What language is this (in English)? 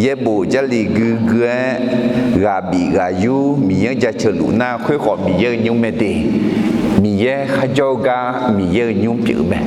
Akha